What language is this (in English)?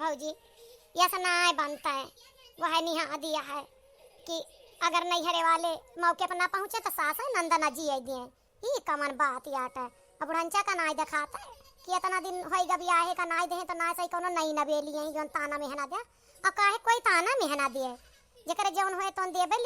Awadhi